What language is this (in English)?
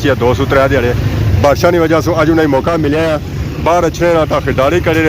Pahari-Potwari